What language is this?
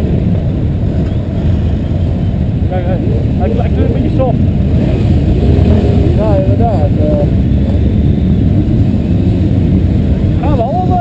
Dutch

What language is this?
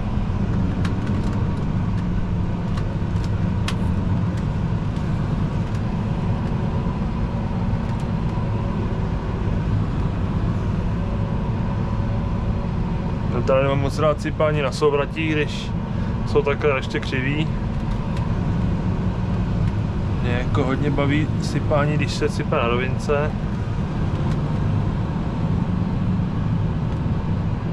Czech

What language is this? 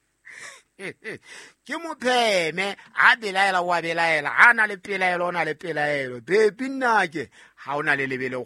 Southern Sotho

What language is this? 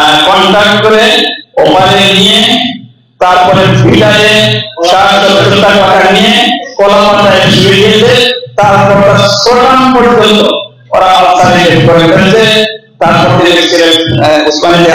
Bangla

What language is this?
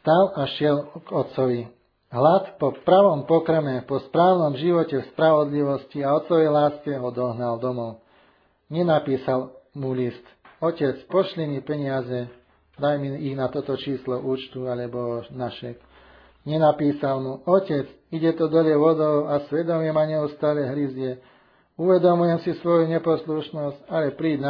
Slovak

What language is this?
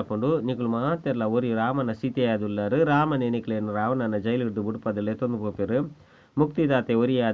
Tulu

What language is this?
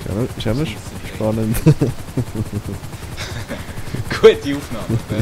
Swiss German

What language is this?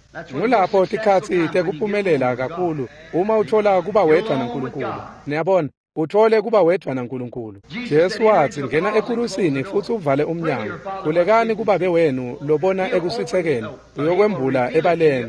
Swati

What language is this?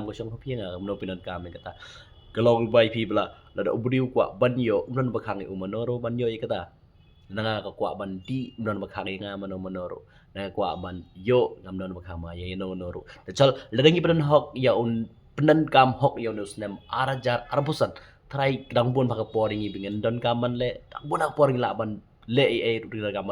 Khasi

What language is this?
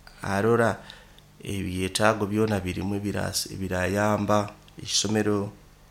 Nyoro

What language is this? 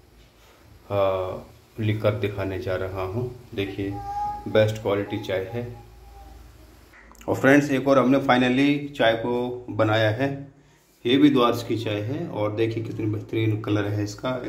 Hindi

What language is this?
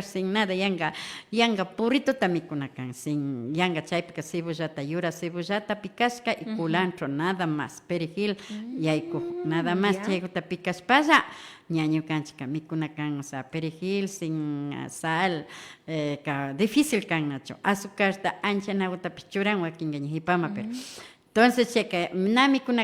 Imbabura Highland Quichua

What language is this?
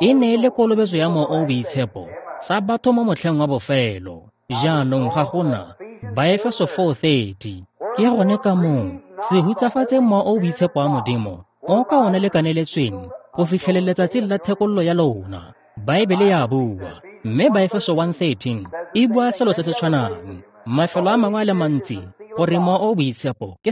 Tswana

